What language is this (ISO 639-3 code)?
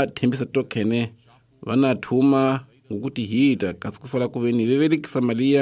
tso